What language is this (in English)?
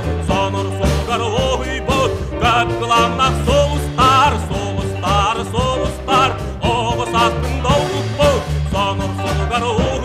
Yakut